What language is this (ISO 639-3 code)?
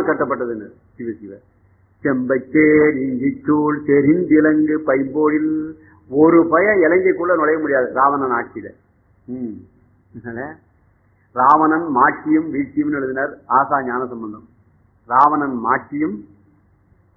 tam